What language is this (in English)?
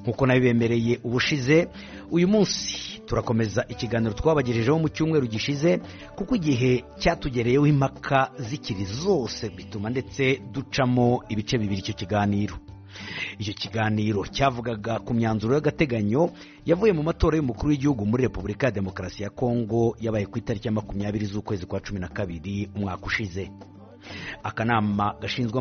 Kinyarwanda